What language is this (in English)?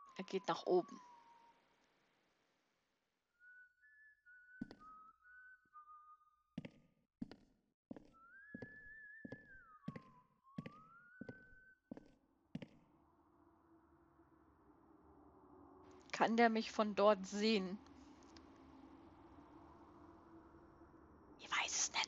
German